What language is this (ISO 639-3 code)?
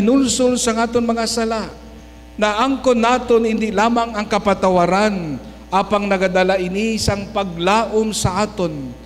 hil